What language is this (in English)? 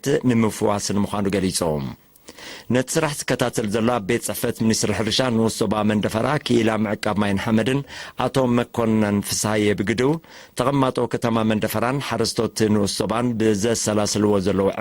Tigrinya